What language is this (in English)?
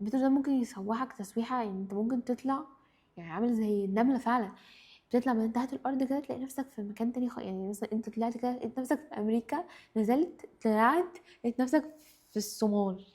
Egyptian Arabic